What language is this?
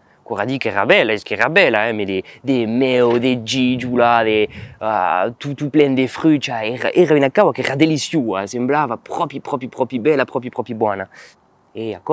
Occitan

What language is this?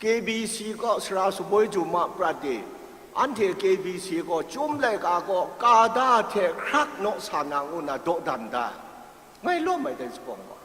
Kachin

